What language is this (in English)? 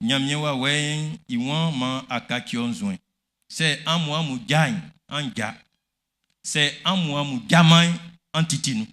Baoulé